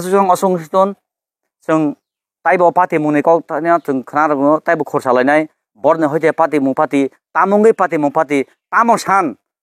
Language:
Kok Borok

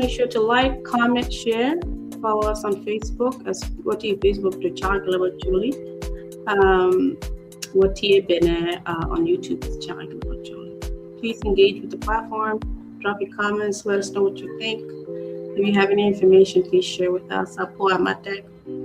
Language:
Acoli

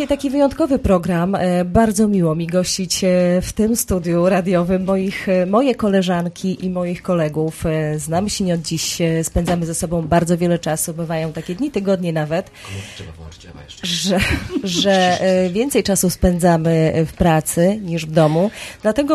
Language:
Polish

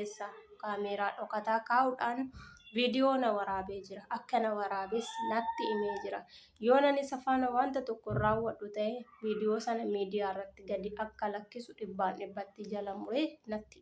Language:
Oromo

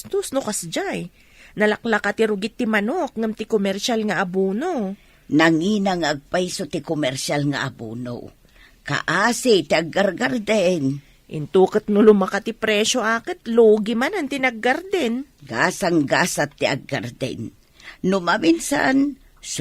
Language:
Iloko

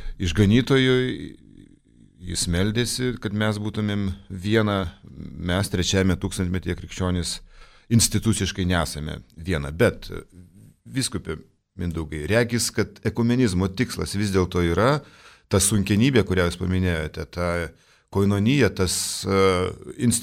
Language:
Lithuanian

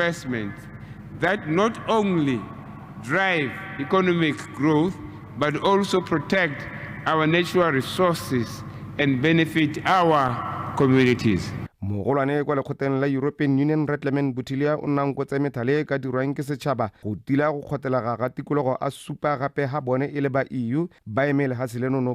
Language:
Tswana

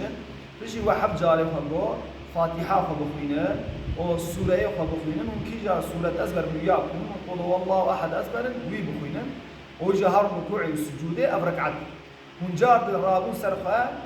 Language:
Kurdish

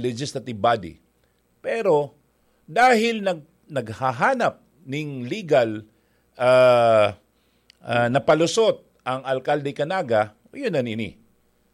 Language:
Bikol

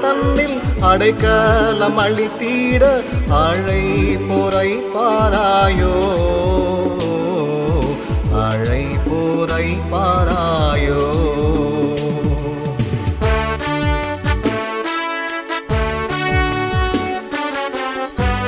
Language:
Tamil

